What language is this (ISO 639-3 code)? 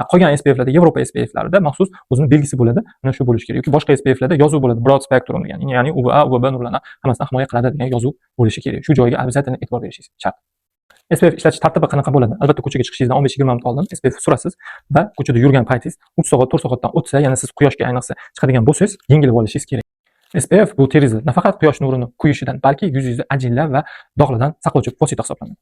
uzb